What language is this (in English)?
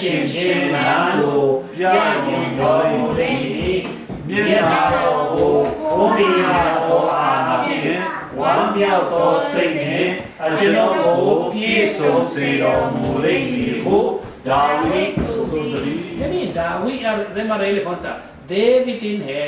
Falam Chin